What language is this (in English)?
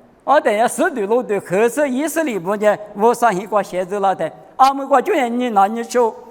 Lisu